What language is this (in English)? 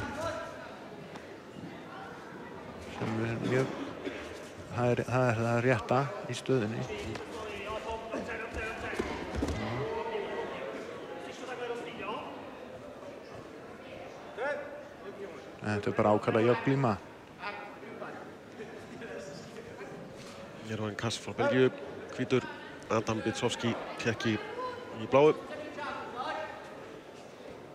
Icelandic